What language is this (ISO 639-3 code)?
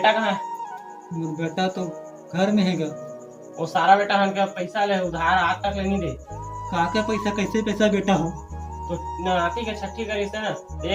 hne